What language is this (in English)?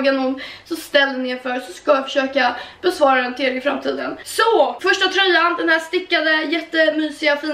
Swedish